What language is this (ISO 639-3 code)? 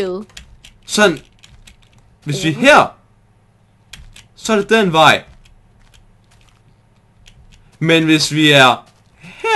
dan